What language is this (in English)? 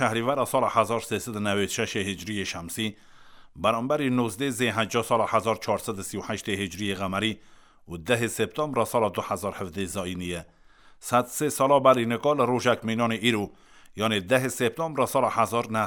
Kurdish